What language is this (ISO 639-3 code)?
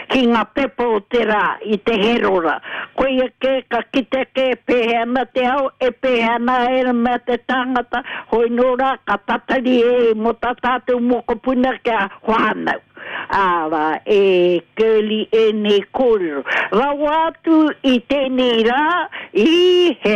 mri